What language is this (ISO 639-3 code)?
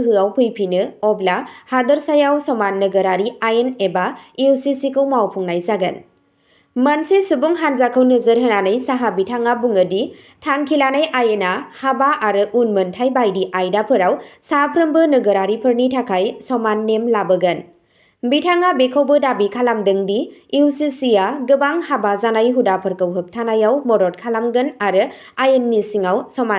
brx